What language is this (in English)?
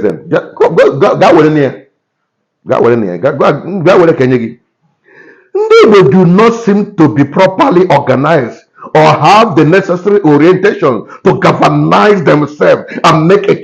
Igbo